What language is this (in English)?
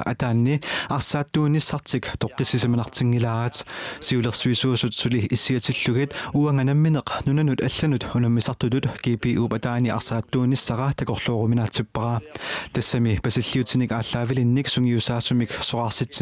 Kalaallisut